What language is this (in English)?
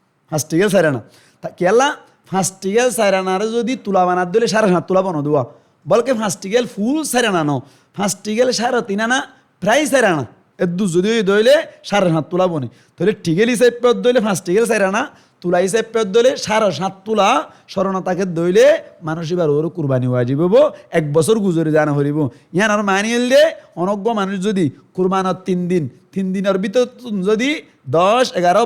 Rohingya